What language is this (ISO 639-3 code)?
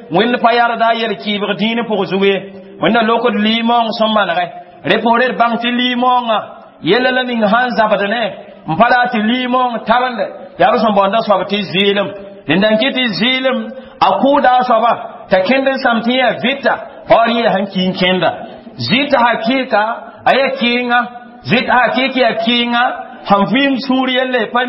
mos